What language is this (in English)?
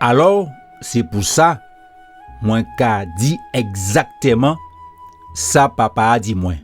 Guadeloupean Creole French